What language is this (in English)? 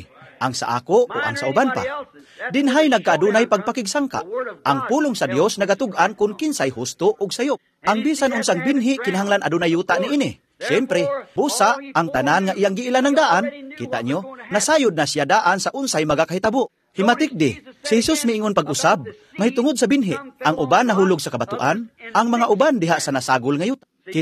Cebuano